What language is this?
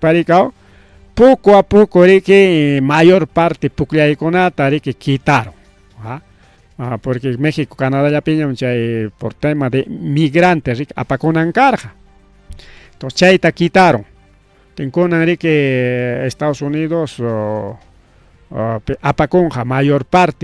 Ayacucho Quechua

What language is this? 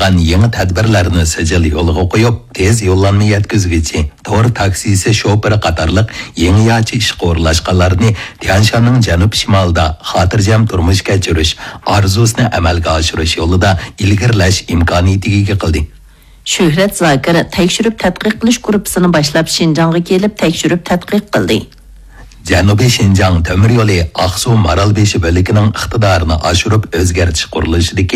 Uyghur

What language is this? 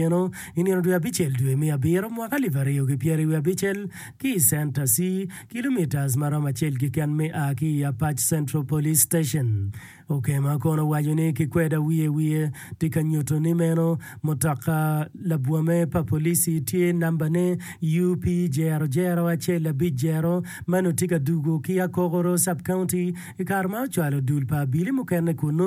Acoli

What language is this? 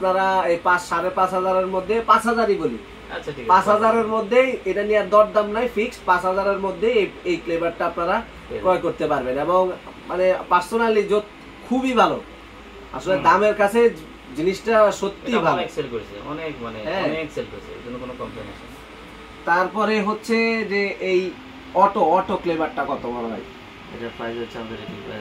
Bangla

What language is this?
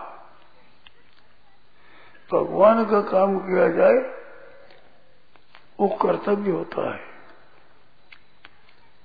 Hindi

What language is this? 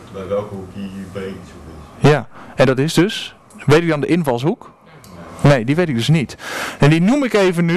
Dutch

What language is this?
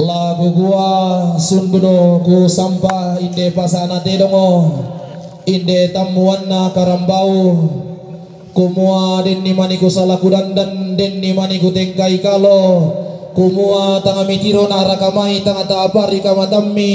Toraja-Sa'dan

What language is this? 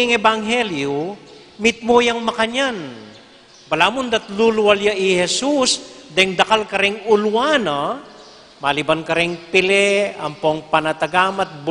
Pampanga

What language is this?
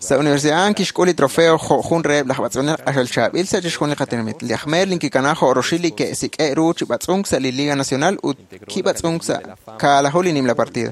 Kekchí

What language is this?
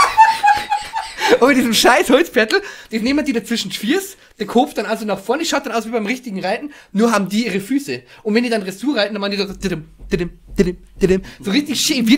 Bavarian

